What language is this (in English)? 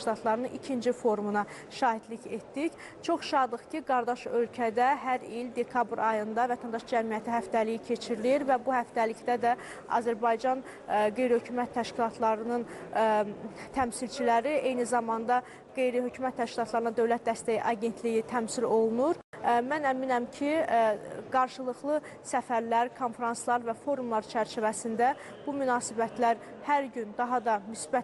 Azerbaijani